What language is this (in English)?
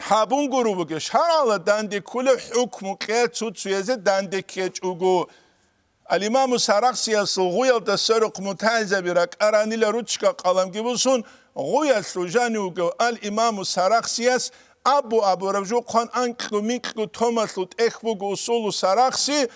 Avaric